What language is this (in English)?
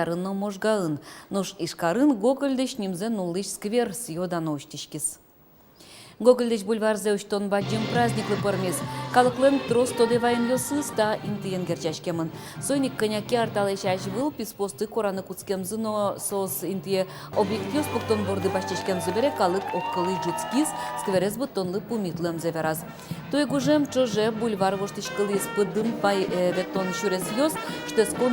Udmurt